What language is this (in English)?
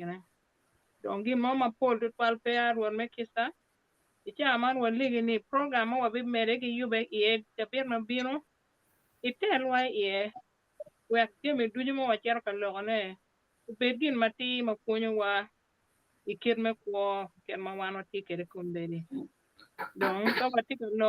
Acoli